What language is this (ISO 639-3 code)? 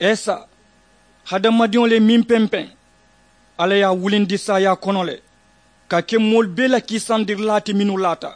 man